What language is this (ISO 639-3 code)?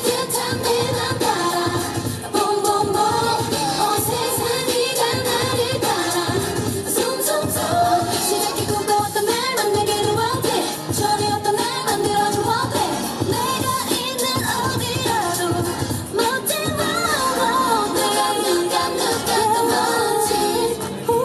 kor